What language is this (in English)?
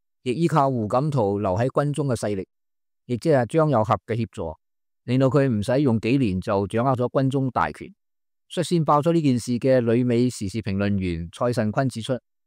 Cantonese